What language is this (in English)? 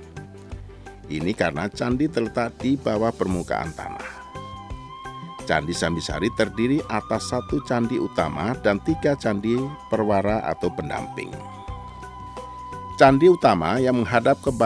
Indonesian